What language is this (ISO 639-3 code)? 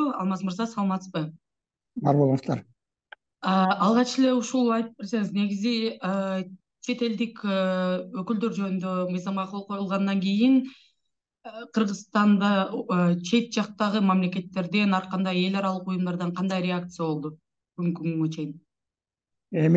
kir